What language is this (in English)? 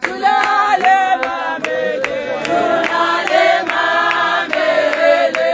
Tswana